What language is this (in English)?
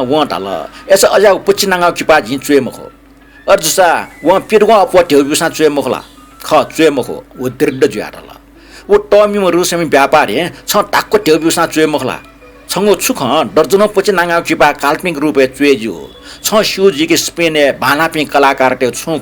Newari